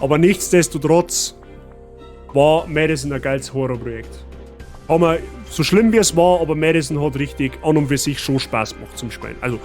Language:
Bavarian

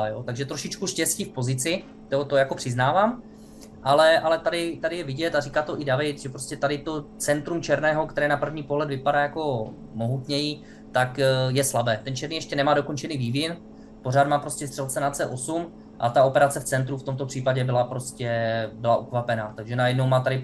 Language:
Czech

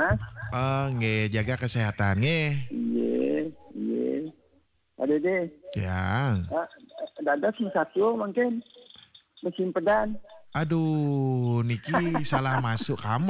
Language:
Balinese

